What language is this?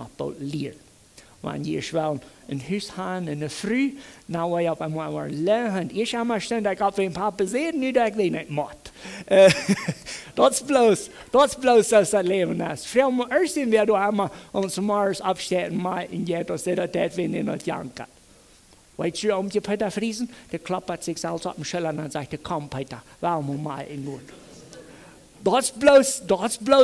Plautdietsch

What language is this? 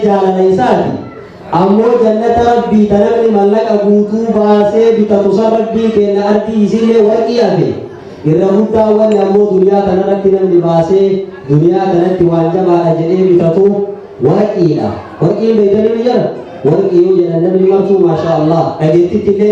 Oromo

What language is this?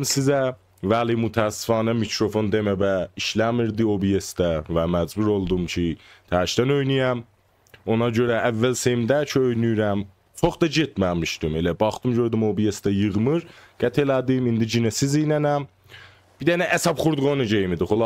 South Azerbaijani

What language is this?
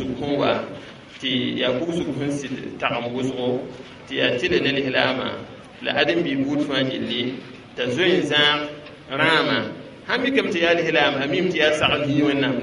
Mossi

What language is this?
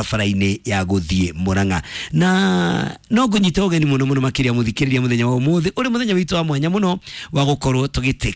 Kikuyu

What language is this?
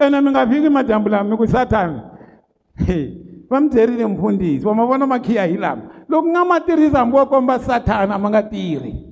Tsonga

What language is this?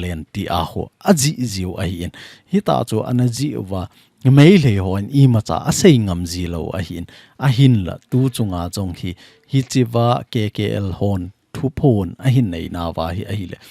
Thado Chin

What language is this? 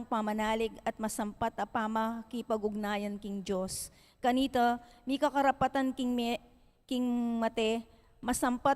Pampanga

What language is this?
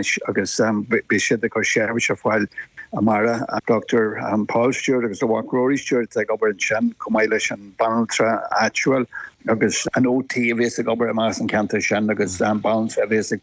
Irish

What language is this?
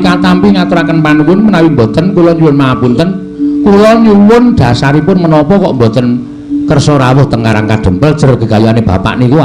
Javanese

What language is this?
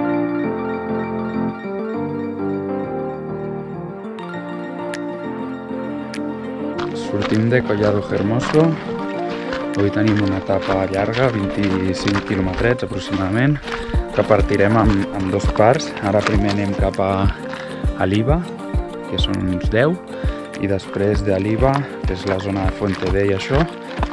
Catalan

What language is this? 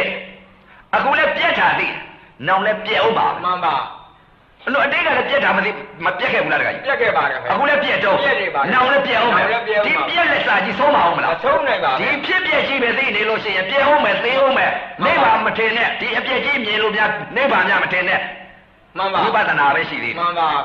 Burmese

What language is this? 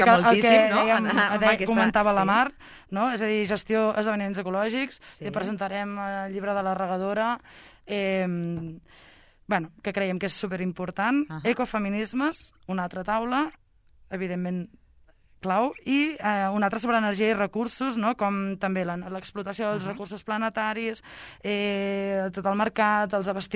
Catalan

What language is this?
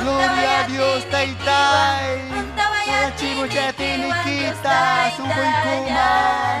Ayacucho Quechua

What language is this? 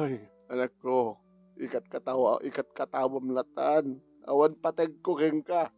Iloko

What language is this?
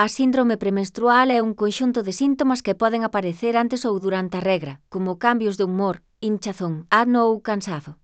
Galician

